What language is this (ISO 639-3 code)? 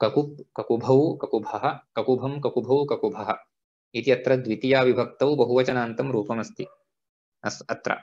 san